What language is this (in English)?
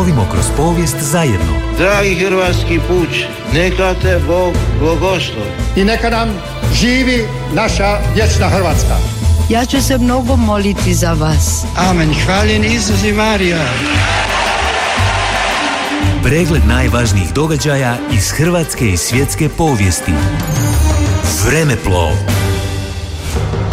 Croatian